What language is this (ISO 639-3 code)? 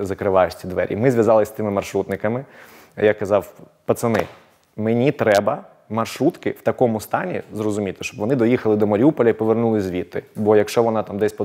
ukr